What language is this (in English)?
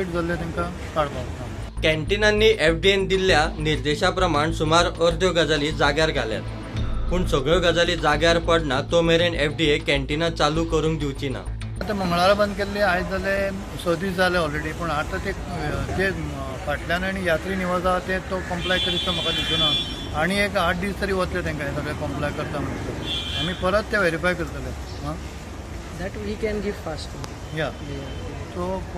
Konkani